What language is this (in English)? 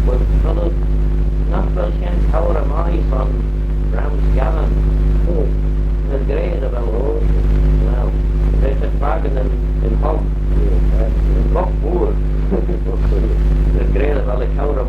Manx